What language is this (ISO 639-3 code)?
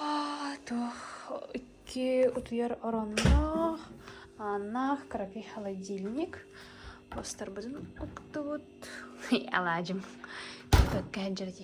sah